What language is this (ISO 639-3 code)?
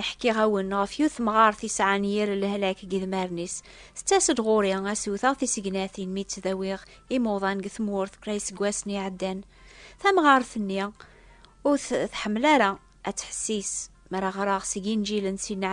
kab